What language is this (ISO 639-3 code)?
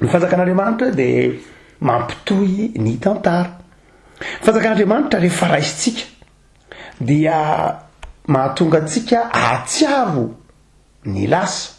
mlg